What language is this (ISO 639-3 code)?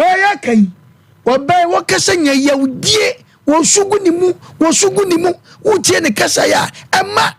aka